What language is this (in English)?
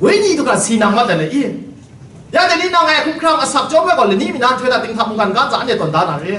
Kachin